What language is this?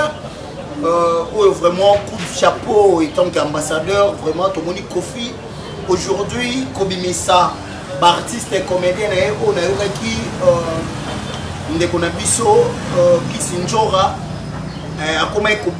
Lingala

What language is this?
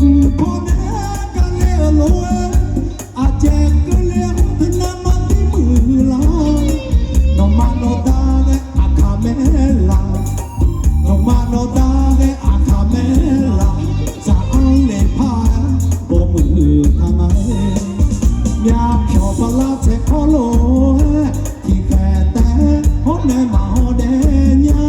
Akha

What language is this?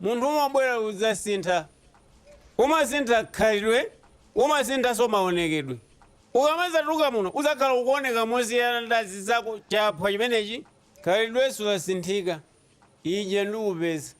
Nyanja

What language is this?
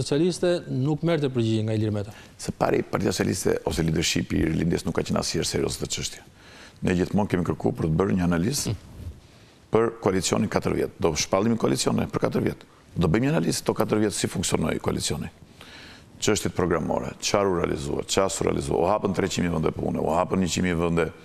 Albanian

